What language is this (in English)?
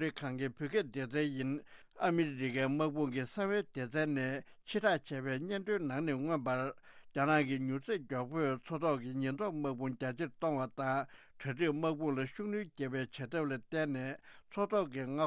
Tibetan